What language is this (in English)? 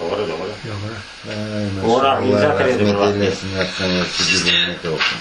Crimean Tatar